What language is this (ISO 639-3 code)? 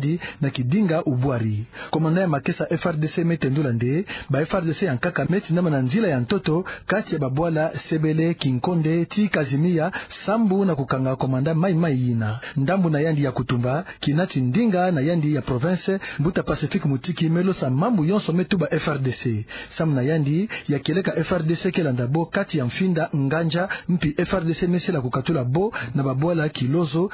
ktu